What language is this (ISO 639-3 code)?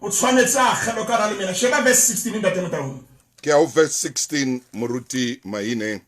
sot